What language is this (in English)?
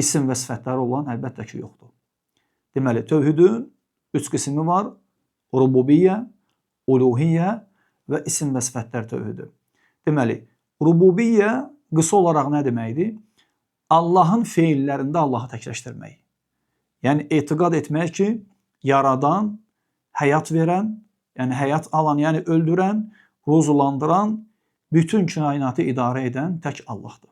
Azerbaijani